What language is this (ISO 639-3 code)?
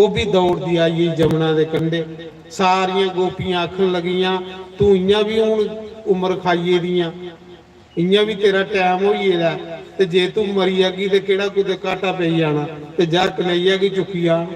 doi